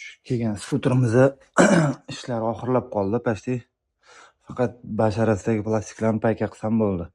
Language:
Uzbek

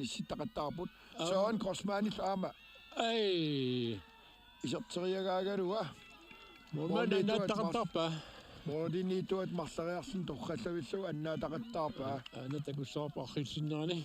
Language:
Kalaallisut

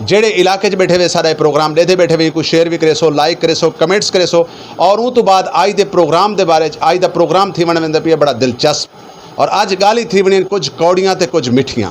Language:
Saraiki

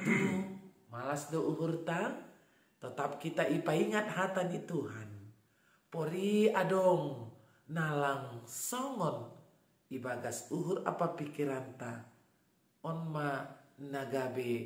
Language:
Batak Simalungun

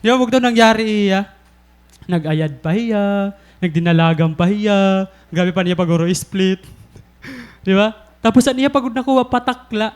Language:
Waray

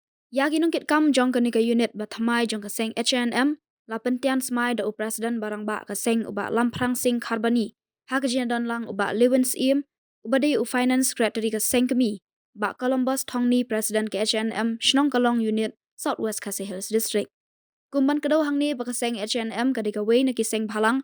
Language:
Khasi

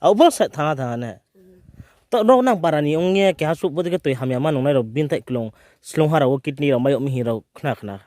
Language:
Riang (India)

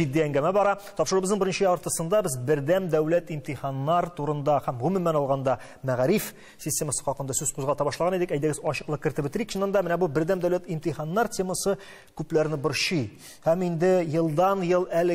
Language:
Tatar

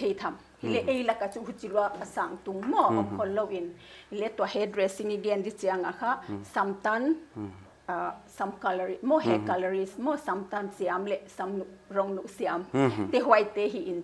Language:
Paite Chin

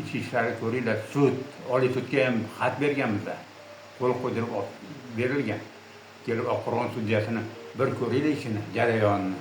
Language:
Uzbek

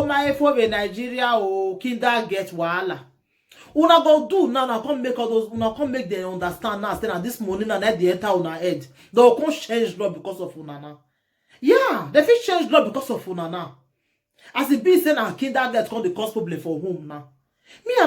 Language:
Nigerian Pidgin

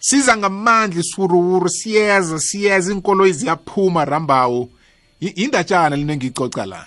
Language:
South Ndebele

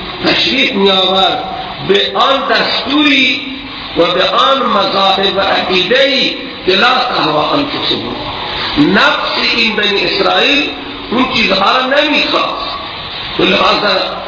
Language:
Persian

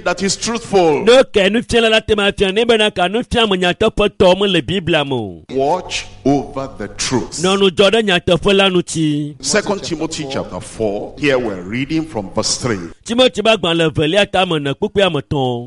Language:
Ewe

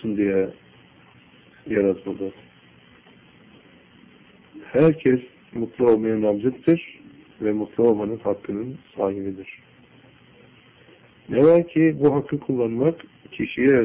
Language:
Turkish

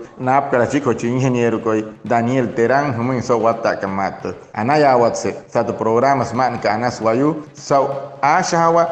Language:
Wayuu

